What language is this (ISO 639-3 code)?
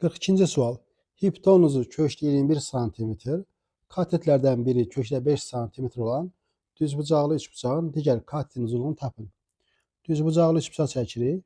aze